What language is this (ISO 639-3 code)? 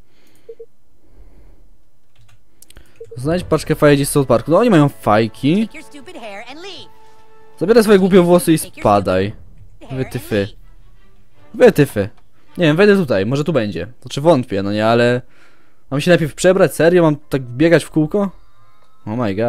pol